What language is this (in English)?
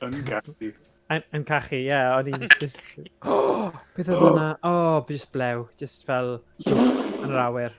Welsh